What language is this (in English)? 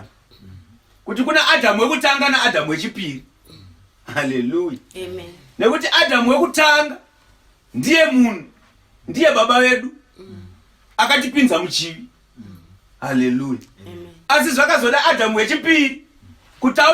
Shona